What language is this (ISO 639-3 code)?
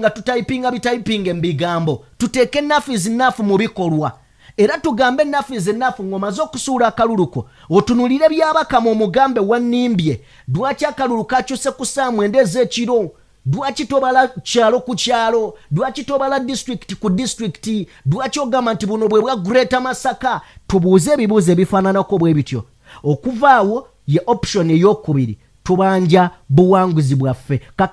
lug